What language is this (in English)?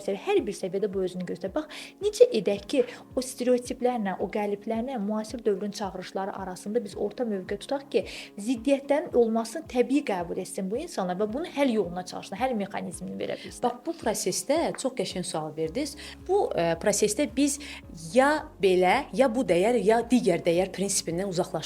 Azerbaijani